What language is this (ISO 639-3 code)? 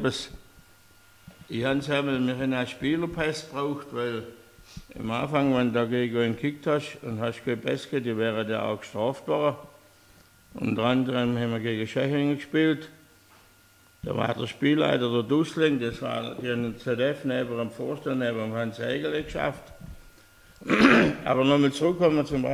deu